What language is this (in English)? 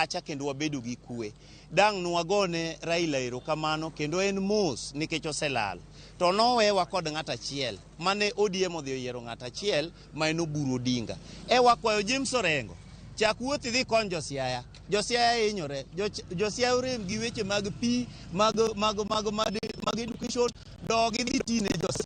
Luo (Kenya and Tanzania)